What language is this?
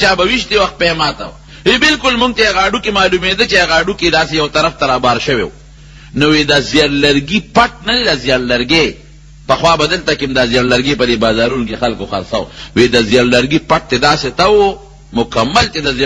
Pashto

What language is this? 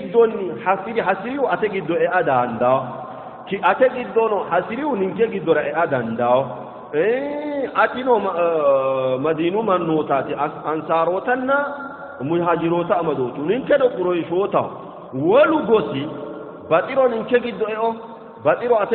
Sidamo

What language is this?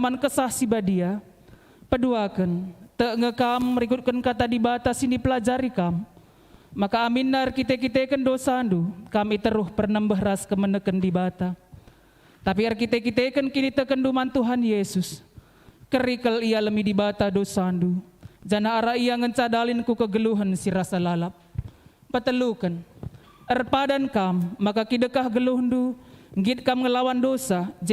Batak Karo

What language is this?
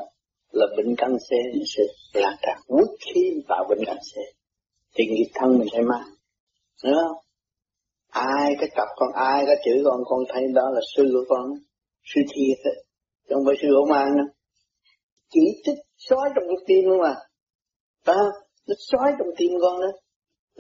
Vietnamese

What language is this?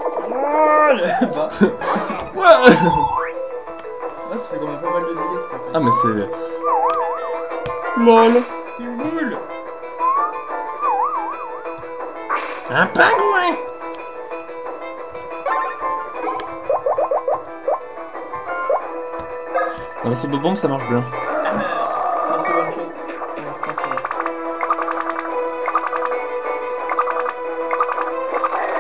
French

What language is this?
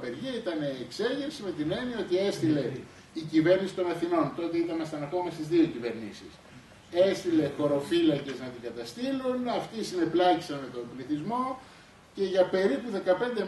Greek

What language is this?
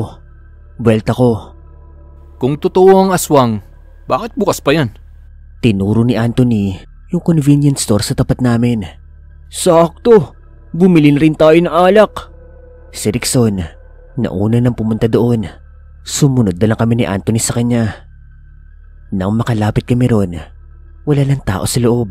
Filipino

